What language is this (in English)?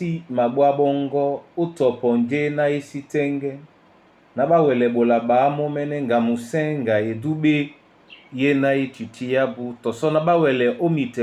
Duala